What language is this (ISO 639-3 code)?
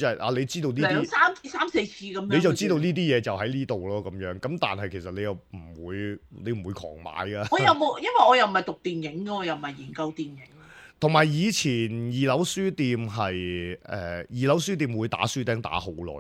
yue